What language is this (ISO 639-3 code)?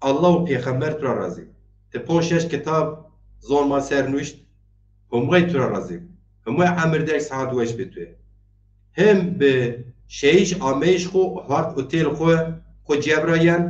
zza